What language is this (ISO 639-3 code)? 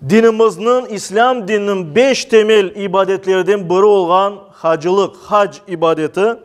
crh